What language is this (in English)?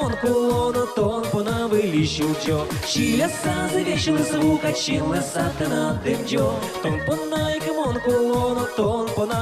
Udmurt